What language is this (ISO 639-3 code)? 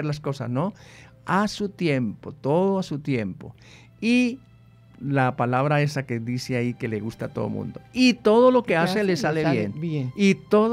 spa